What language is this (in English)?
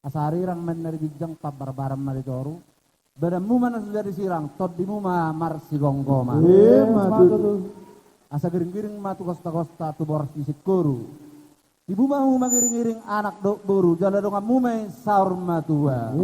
Batak Toba